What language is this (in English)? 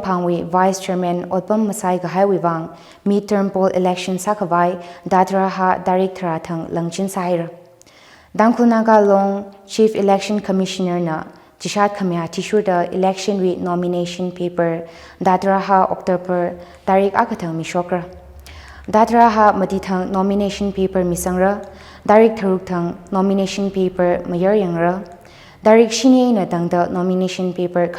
Tangkhul Naga (India)